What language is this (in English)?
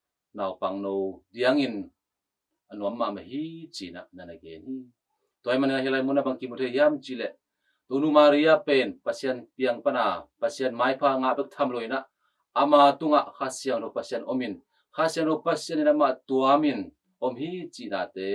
Tedim Chin